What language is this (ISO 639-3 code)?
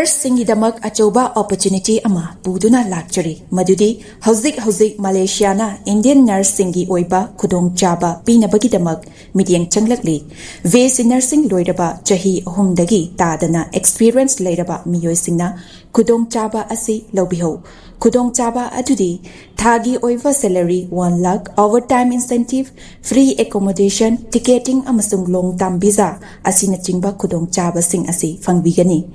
mni